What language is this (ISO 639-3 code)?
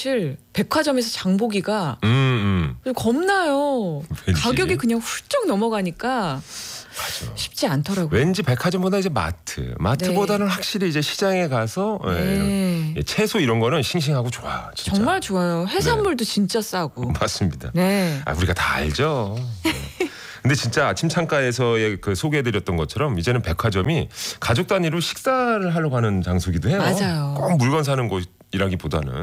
kor